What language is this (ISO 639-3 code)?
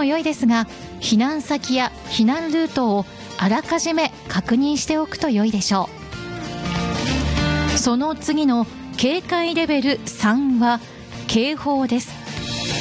jpn